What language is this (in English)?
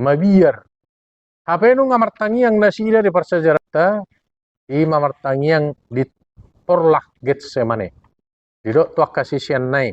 Batak Toba